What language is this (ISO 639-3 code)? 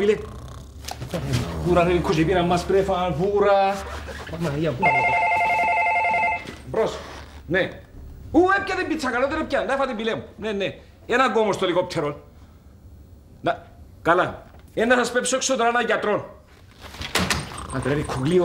ell